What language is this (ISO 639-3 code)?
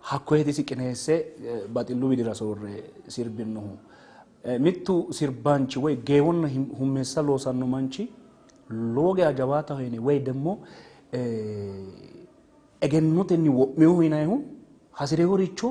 sid